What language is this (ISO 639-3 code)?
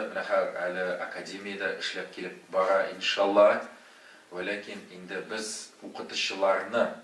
tat